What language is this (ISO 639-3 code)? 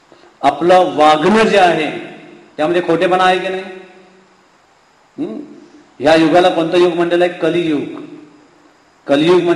mar